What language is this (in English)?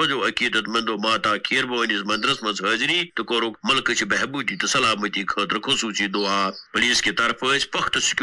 Kashmiri